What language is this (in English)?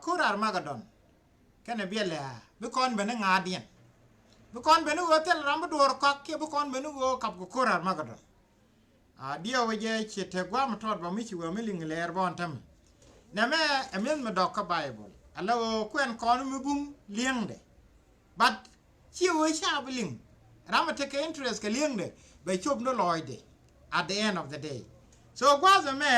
Nuer